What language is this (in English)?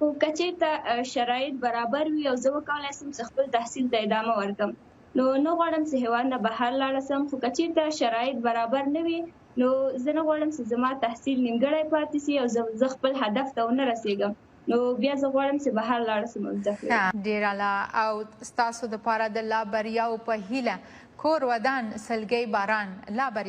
Pashto